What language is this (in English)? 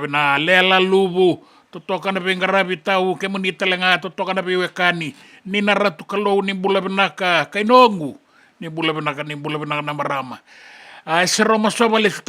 Fijian